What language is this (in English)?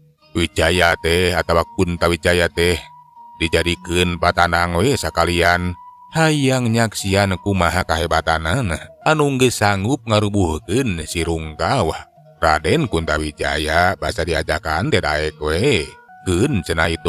Sundanese